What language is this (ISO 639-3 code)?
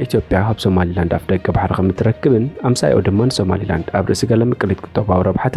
tir